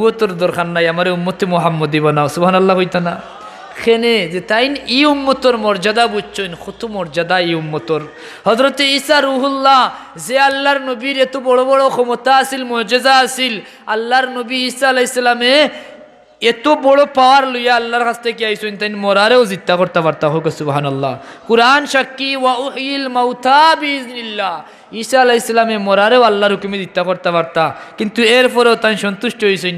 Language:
Sylheti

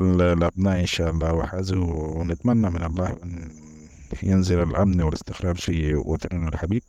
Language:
Sudanese Arabic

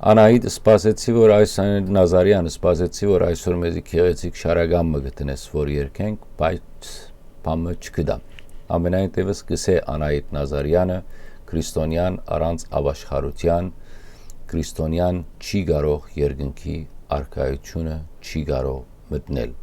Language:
Western Armenian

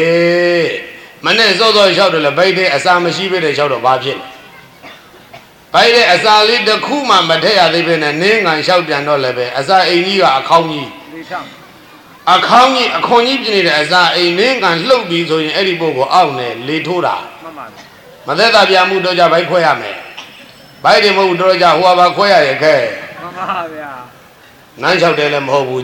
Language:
Burmese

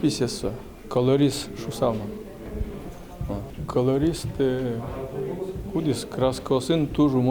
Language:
Udmurt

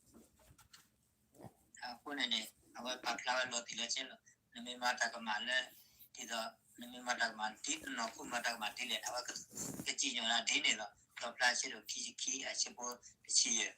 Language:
S'gaw Karen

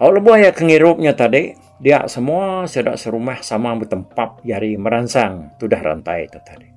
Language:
Iban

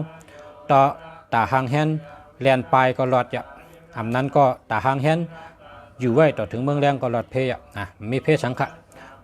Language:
Shan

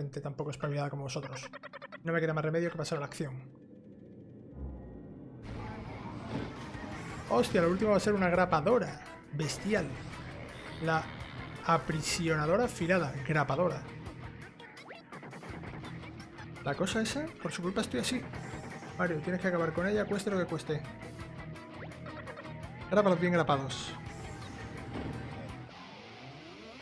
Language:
Spanish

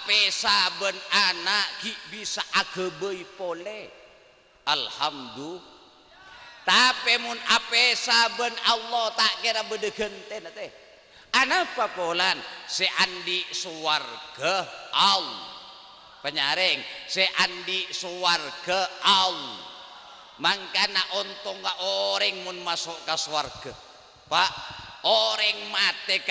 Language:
Madurese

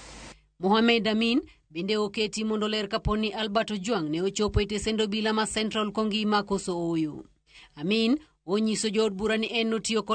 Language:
Luo (Kenya and Tanzania)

